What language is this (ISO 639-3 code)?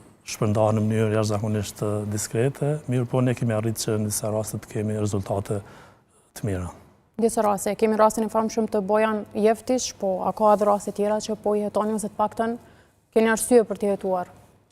sqi